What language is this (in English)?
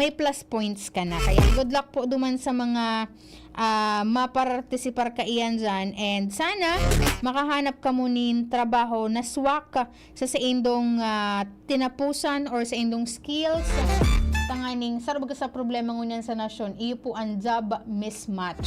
Bikol